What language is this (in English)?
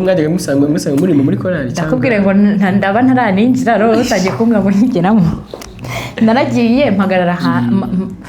Kinyarwanda